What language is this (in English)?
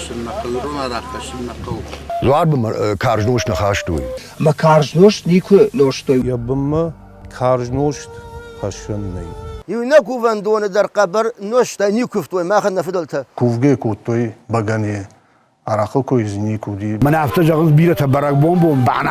Ossetic